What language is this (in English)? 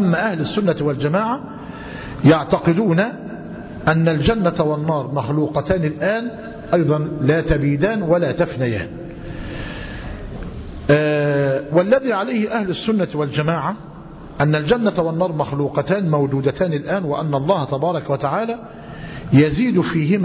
Arabic